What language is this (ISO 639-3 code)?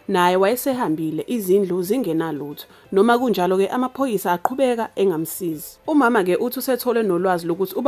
zul